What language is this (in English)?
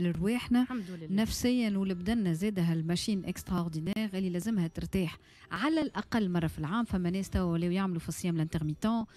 Tunisian Arabic